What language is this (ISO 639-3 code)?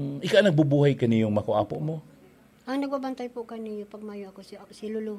bik